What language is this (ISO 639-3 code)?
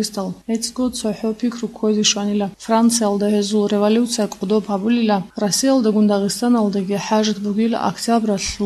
ava